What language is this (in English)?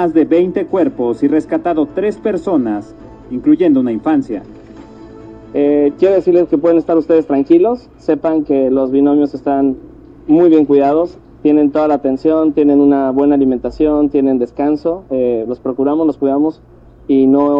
Spanish